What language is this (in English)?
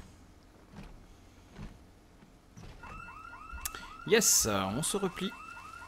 French